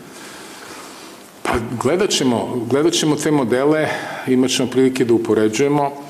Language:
Serbian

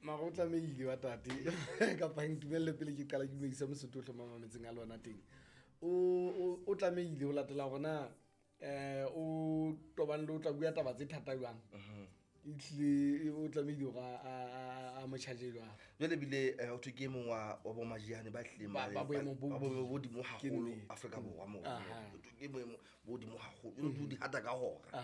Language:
Southern Sotho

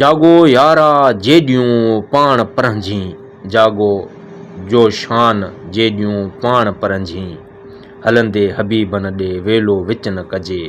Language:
Sindhi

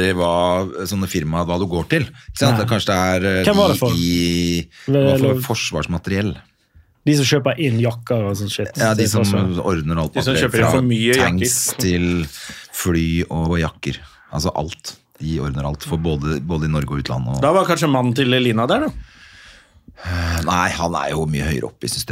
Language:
Norwegian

